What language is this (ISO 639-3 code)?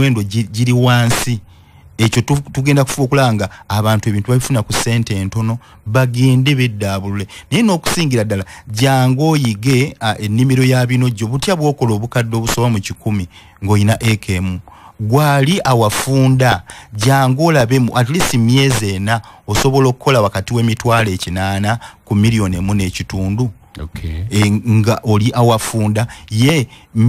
lug